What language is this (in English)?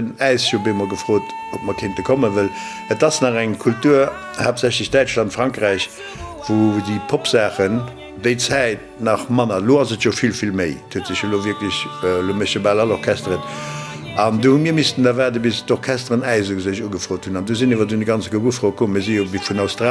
Luxembourgish